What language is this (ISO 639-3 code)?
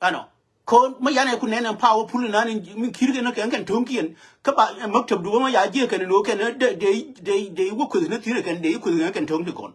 nus